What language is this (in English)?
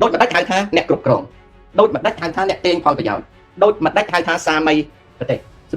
Khmer